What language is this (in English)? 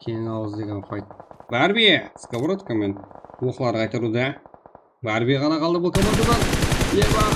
Kara-Kalpak